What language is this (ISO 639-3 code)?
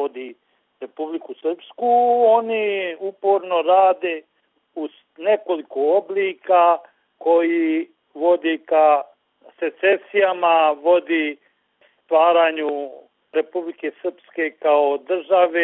bos